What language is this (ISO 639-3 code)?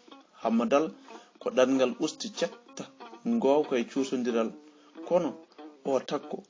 ful